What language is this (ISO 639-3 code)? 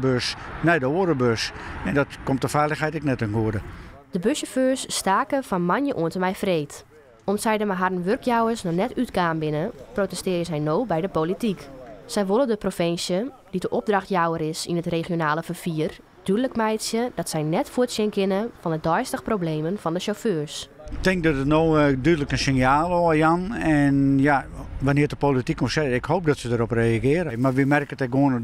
fry